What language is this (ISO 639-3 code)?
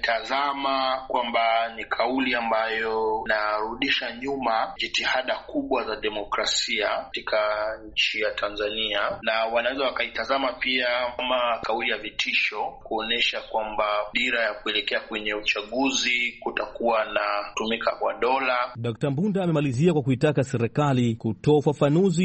swa